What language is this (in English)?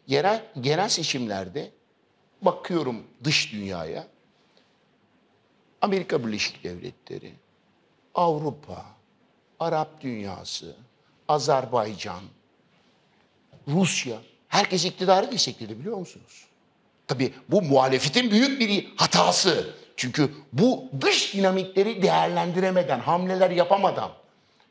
Turkish